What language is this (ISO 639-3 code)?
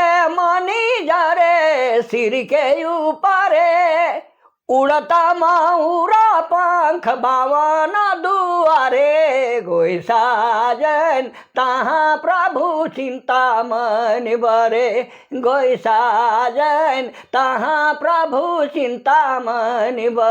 sck